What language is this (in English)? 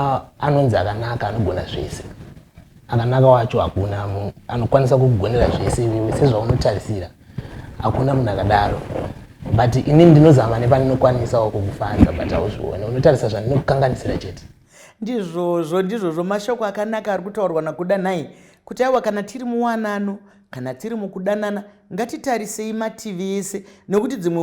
Shona